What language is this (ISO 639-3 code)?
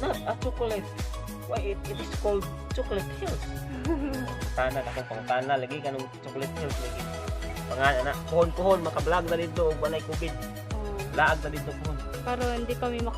ceb